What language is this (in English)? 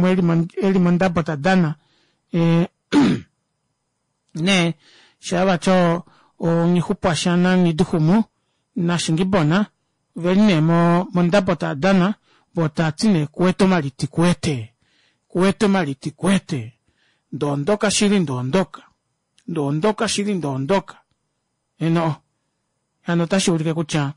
Kuanyama